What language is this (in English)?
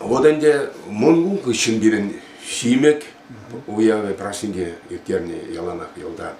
Chuvash